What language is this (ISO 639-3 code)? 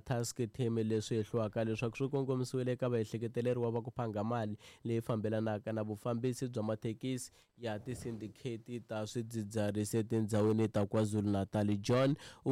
tso